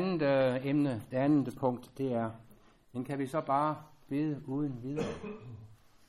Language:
Danish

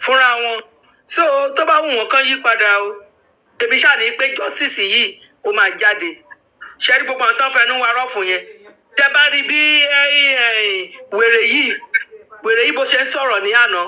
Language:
Yoruba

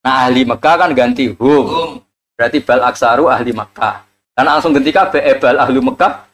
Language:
Javanese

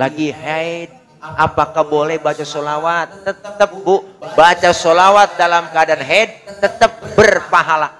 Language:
Betawi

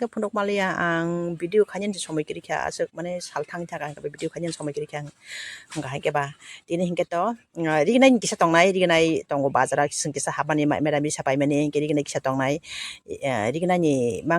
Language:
Kok Borok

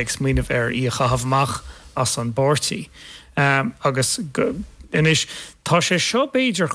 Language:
Irish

